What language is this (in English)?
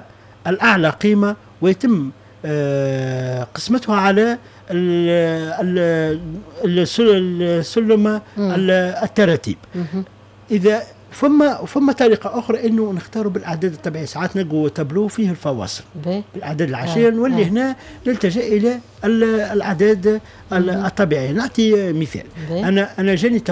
Tunisian Arabic